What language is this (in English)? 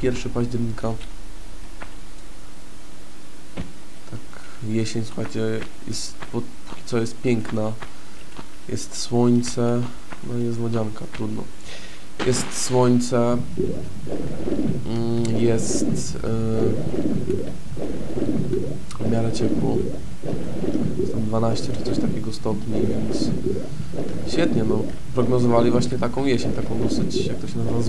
Polish